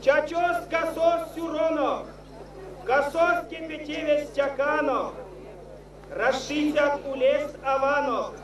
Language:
Erzya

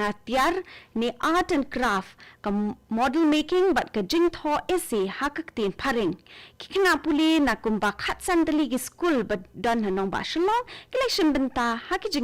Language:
Khasi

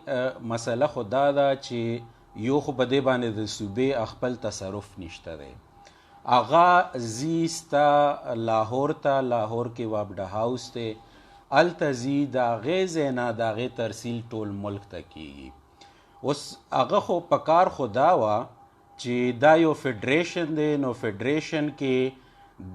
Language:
Pashto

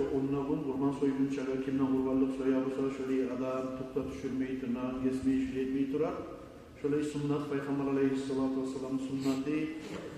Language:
Kumyk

